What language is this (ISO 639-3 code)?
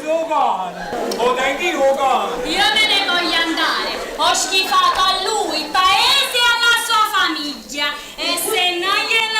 nap